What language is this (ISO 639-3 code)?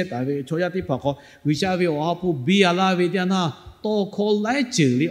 lhu